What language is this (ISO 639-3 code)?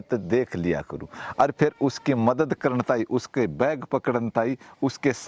bgc